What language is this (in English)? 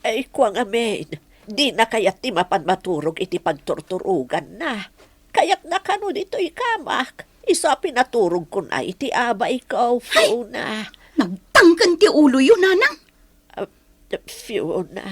Iloko